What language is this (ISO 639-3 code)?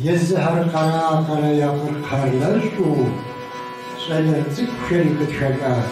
kbd